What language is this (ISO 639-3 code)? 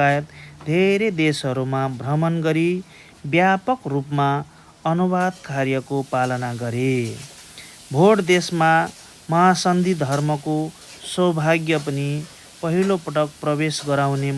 nep